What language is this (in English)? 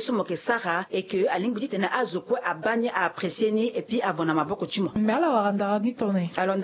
Sango